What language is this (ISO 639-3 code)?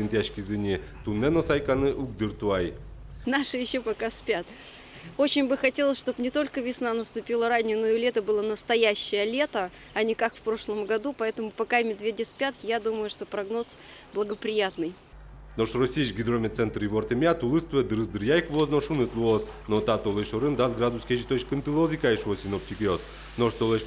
udm